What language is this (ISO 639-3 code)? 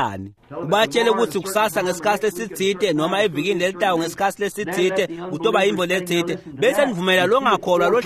ssw